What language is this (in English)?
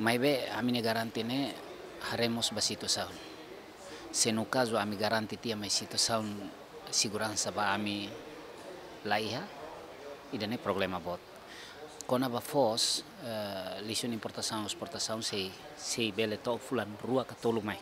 Tetum